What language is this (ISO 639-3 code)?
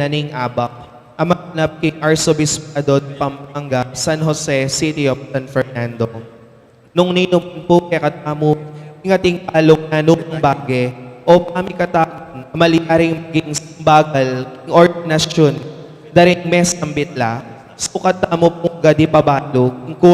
pam